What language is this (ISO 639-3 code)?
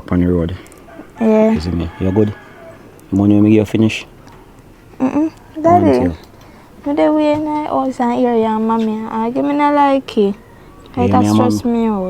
jam